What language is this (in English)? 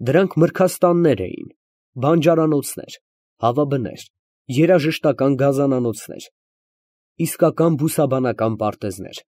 Armenian